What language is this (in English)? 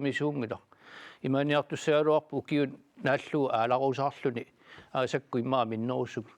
Kalaallisut